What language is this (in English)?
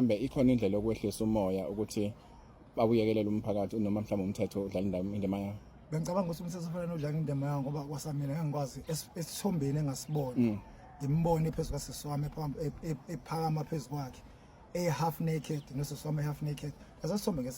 Zulu